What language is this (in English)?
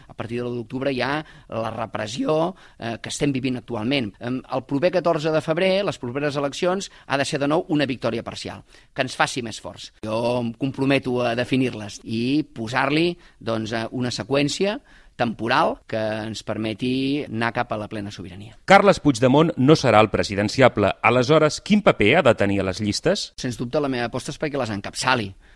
Catalan